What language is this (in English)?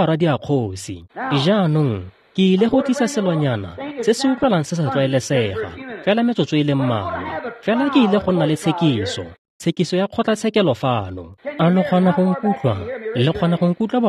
Tswana